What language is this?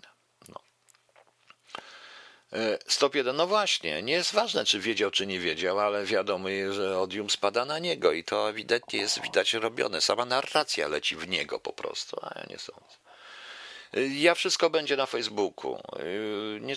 Polish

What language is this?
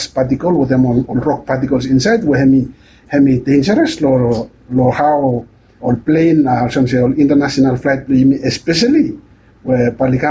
Bislama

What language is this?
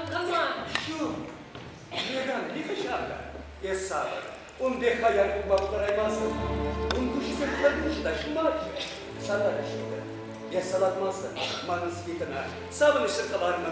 Chuvash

